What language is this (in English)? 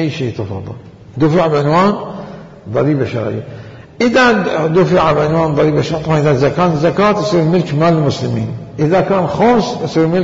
Mesopotamian Arabic